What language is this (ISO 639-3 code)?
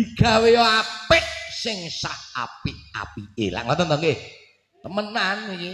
jav